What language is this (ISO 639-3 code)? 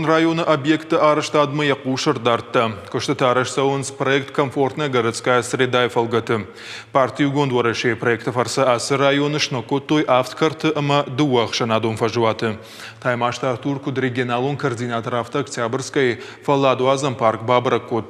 oss